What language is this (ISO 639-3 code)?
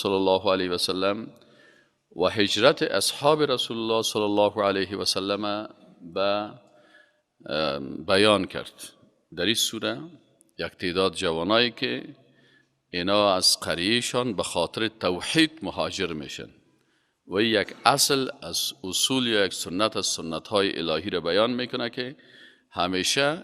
fas